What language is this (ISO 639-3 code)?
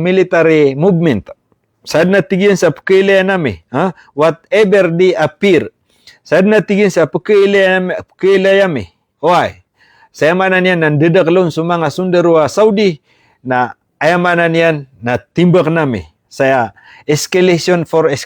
mrw